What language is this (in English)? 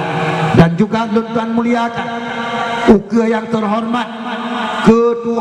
Achinese